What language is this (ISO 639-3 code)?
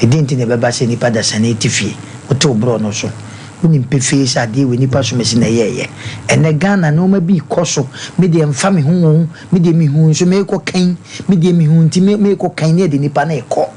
aka